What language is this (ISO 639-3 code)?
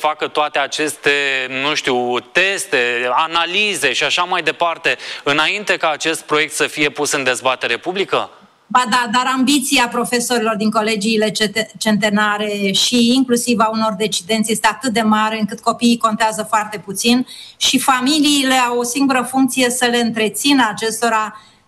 ron